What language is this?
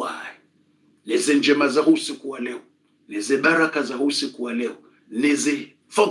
Swahili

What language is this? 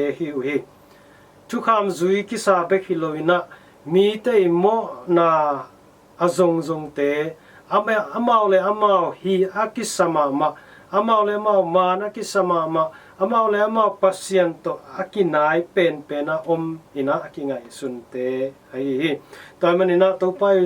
Tedim Chin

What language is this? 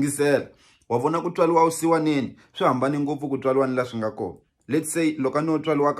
Tsonga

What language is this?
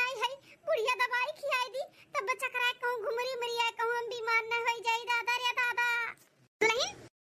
Awadhi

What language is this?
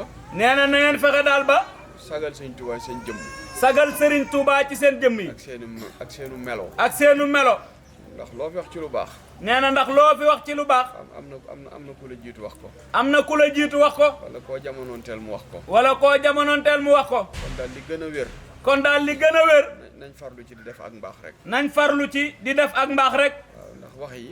Wolof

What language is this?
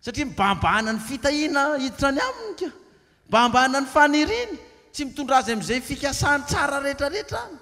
Malagasy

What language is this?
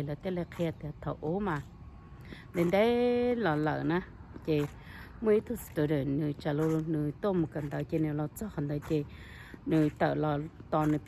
Hmong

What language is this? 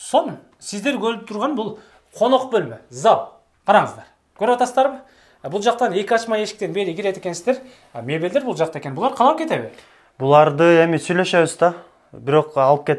Kyrgyz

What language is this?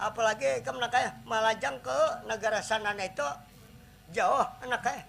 Banjar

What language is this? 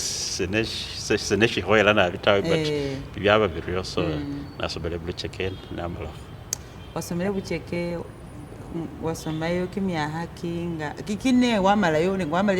Masaaba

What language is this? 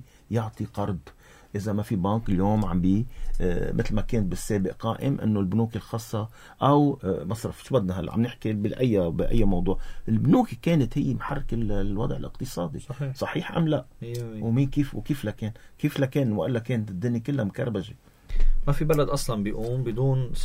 North Levantine Arabic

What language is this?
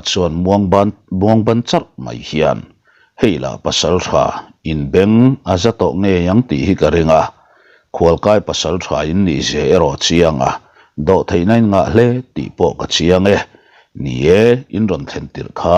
Mizo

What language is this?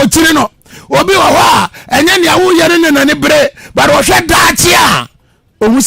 Akan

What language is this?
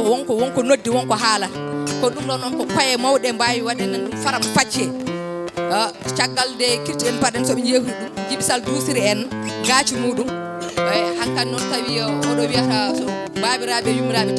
Fula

